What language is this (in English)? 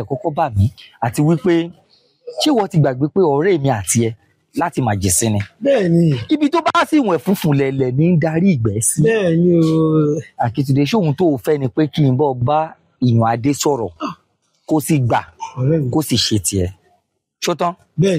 Yoruba